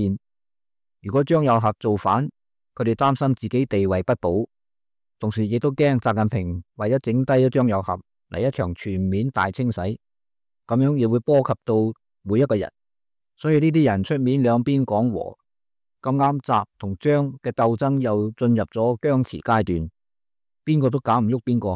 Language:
Cantonese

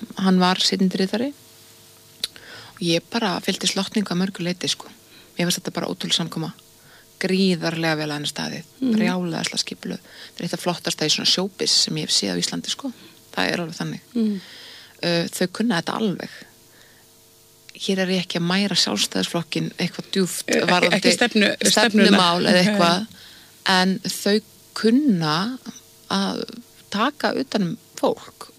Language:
Icelandic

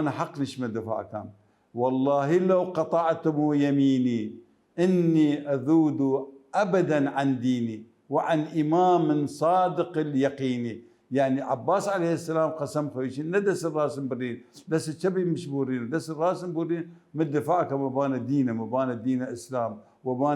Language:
Mesopotamian Arabic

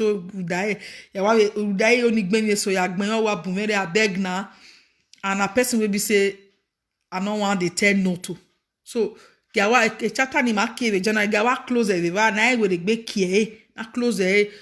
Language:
Nigerian Pidgin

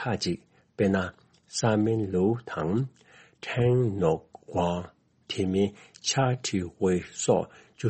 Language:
Tibetan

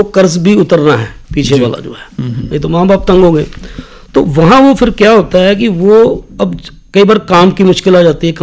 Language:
Hindi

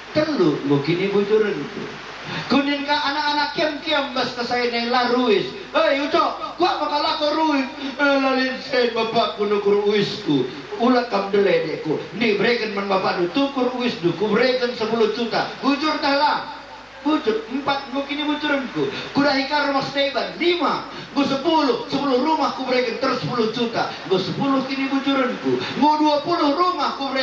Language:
Batak Karo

